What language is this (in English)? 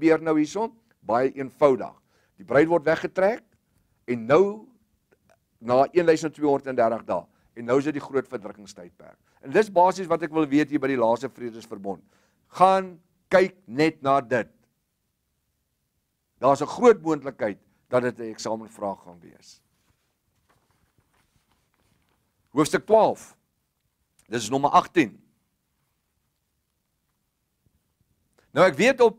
Afrikaans